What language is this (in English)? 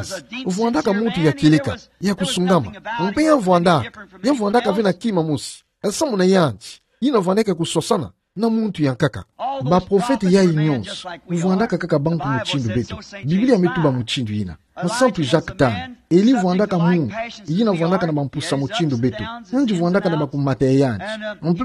Kituba (Democratic Republic of Congo)